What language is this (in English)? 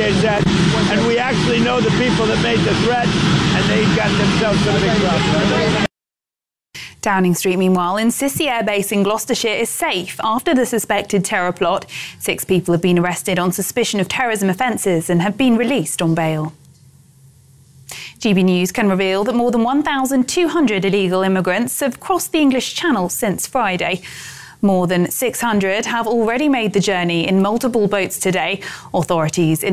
English